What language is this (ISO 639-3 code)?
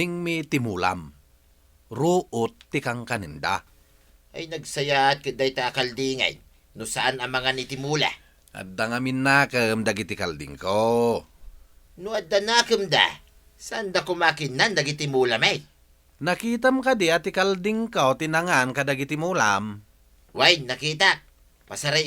ilo